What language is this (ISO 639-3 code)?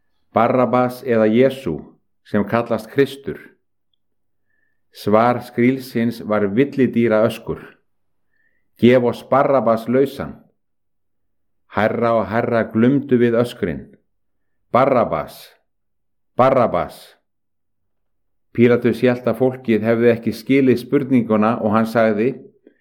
isl